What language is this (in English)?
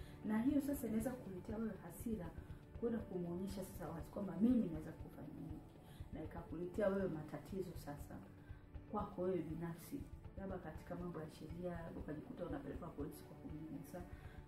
Swahili